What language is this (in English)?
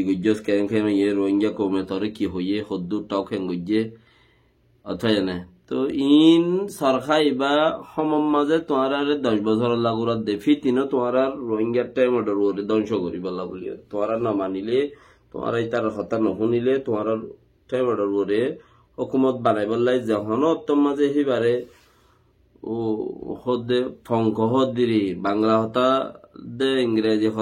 Rohingya